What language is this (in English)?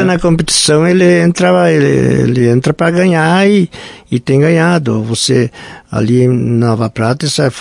Portuguese